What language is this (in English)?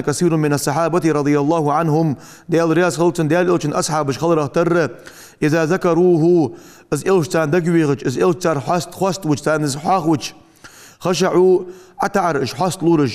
Ingush